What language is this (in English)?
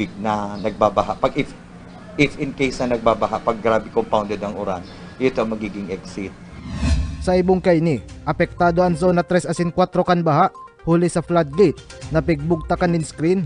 Bikol